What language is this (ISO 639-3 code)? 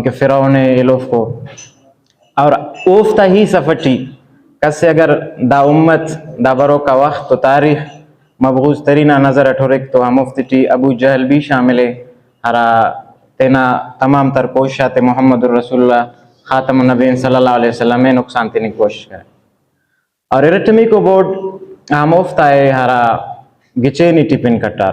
brh